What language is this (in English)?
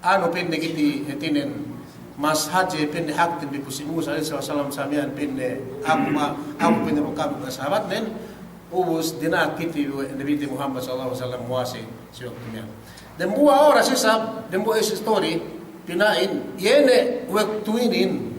Yakan